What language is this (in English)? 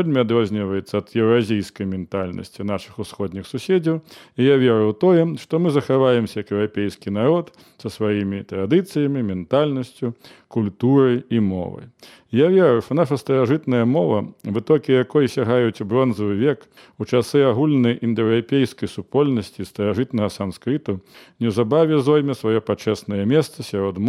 Belarusian